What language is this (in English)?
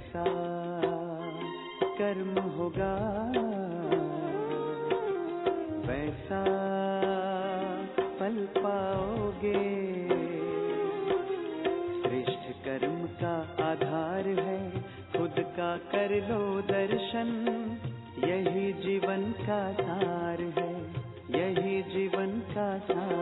Hindi